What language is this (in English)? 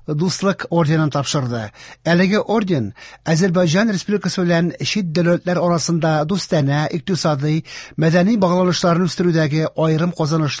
Tatar